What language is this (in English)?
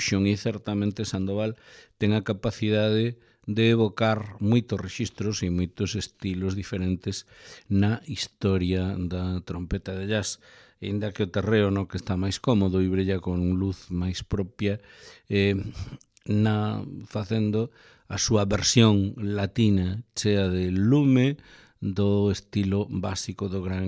Galician